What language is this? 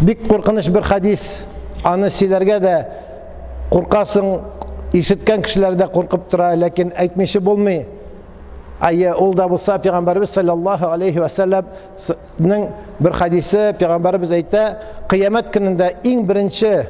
Tatar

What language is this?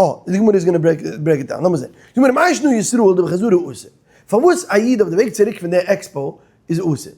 Yiddish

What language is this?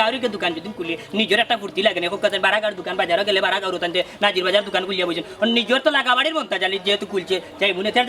Sylheti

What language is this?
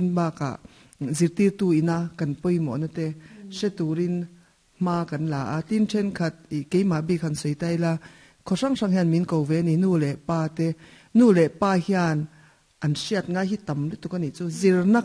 Mizo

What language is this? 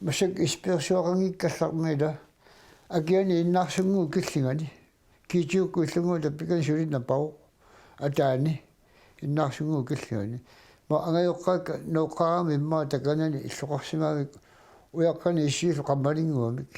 Kalaallisut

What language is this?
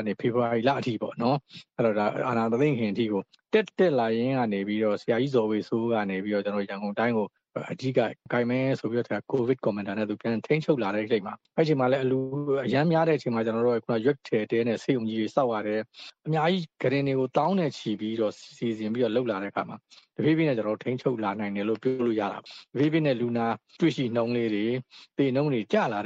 Burmese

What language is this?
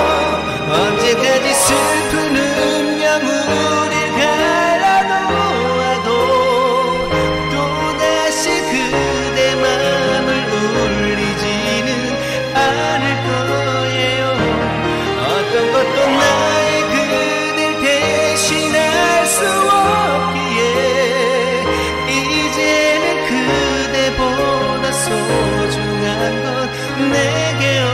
Korean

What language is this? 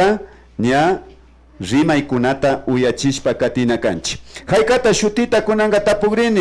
Imbabura Highland Quichua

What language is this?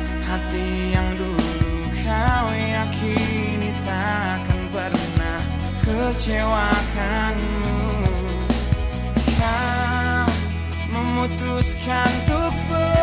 Indonesian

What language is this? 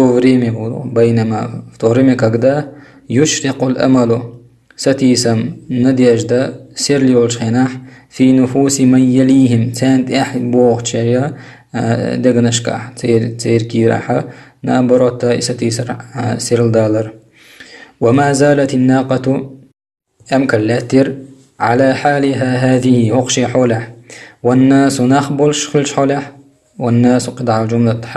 Chechen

